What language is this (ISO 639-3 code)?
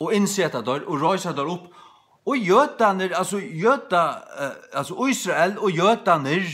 fao